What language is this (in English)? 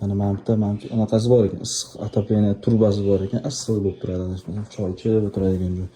Uzbek